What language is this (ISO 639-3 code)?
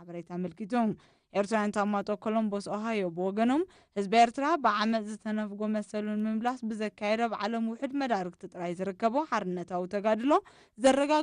tir